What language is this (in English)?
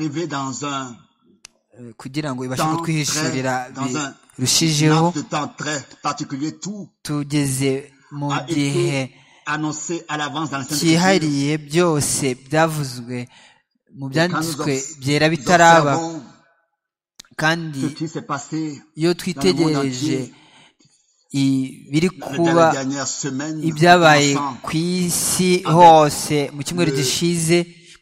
Kinyarwanda